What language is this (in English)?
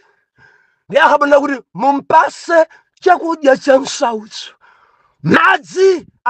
Nyanja